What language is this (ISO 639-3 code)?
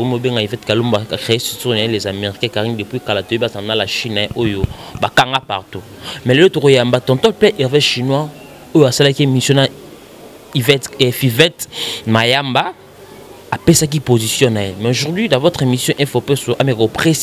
lin